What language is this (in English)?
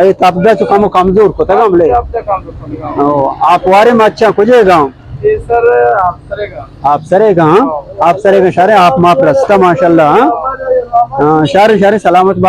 Baluchi